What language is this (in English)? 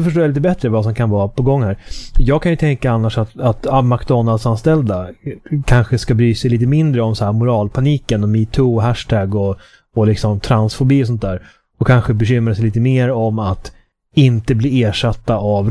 Swedish